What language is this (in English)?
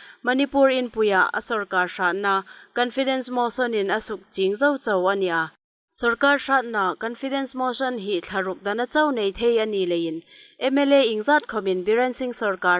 Hmar